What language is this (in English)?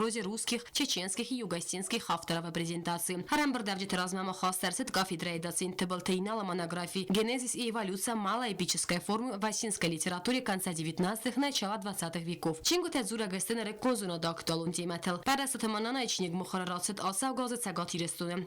Ossetic